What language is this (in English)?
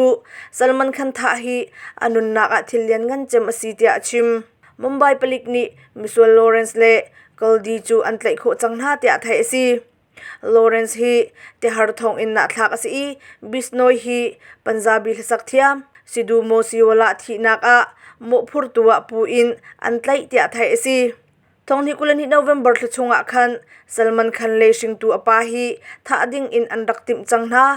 Hakha Chin